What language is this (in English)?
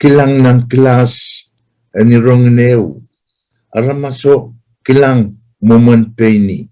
Pohnpeian